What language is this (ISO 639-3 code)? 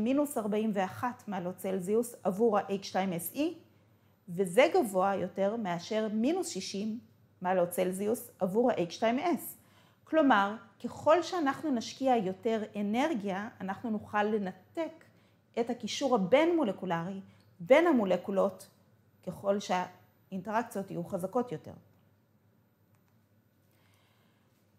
heb